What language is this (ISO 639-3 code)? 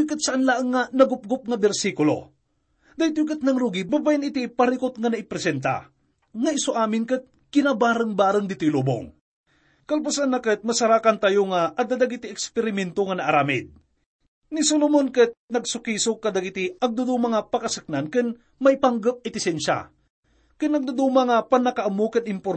ilo